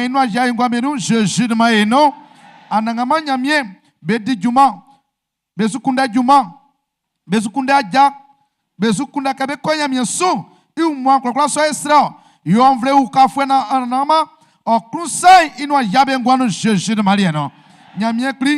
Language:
Baoulé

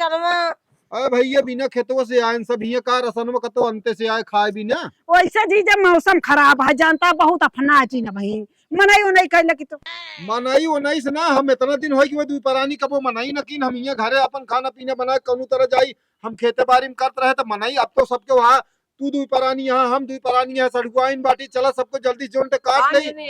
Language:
Awadhi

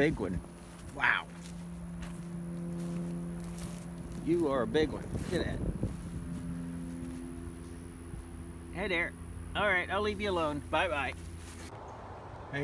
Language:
English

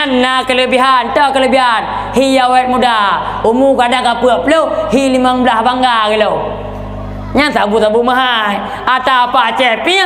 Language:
Achinese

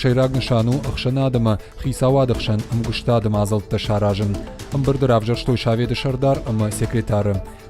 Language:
Ossetic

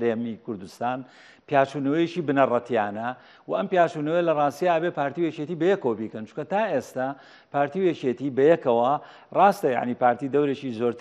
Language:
Central Kurdish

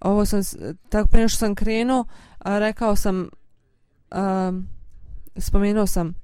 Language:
Bosnian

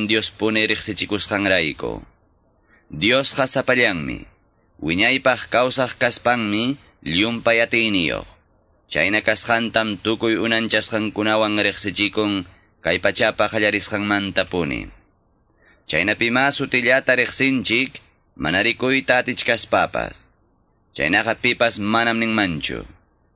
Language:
Quechua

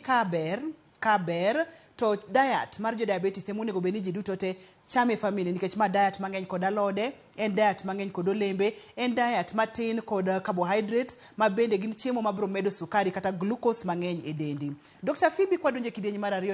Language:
Luo (Kenya and Tanzania)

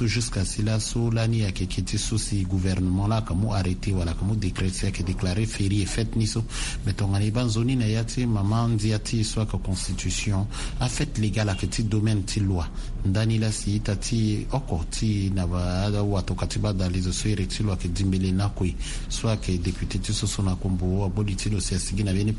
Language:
Sango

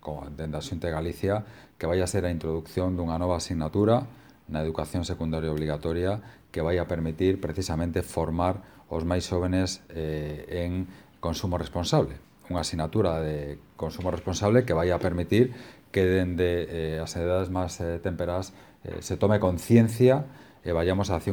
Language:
Galician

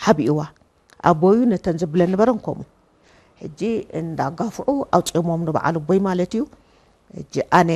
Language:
Tigrinya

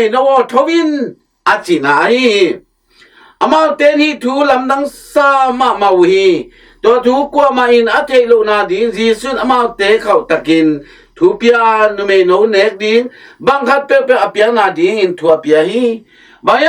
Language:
Tedim Chin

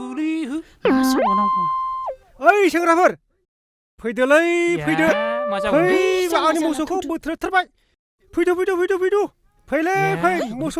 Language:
Bodo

